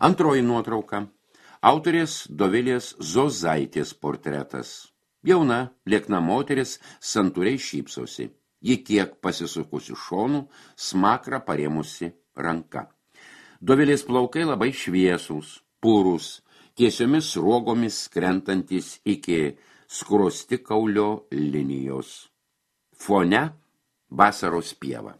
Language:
Lithuanian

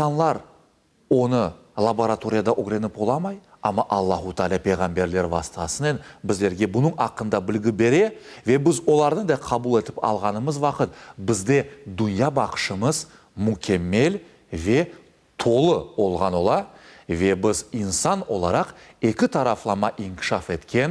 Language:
Crimean Tatar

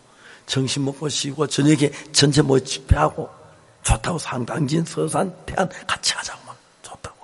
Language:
Korean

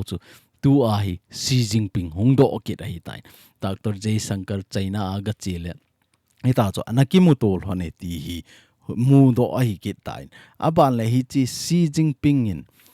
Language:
Thado Chin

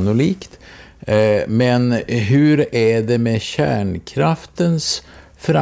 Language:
Swedish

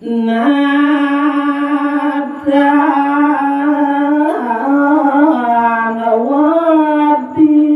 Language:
Balinese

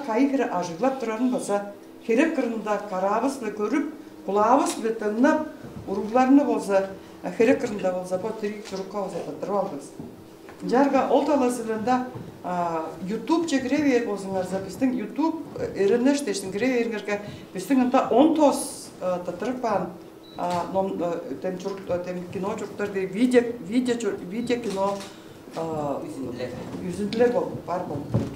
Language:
Tuvinian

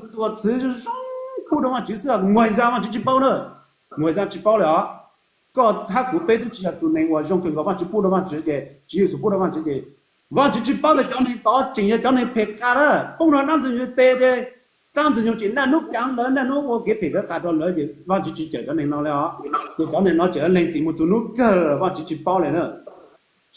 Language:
Hmong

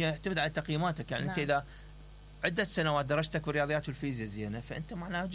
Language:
Mesopotamian Arabic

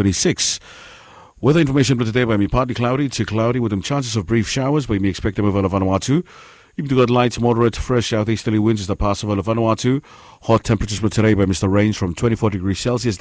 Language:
Bislama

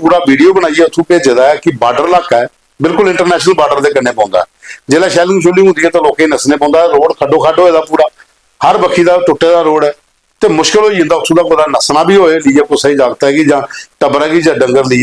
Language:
Dogri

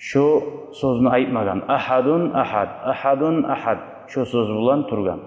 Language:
Kumyk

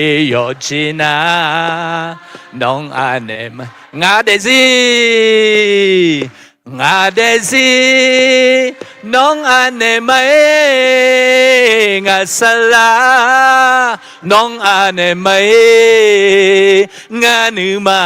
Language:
Akha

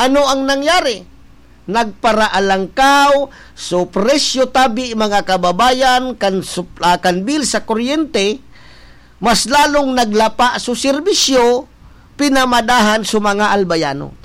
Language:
Bikol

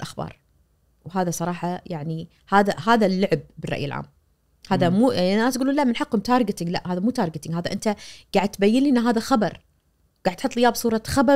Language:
Najdi Arabic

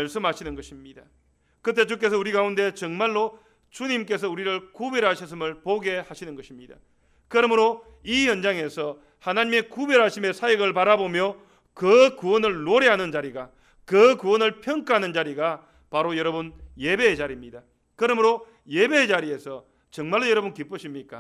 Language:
Korean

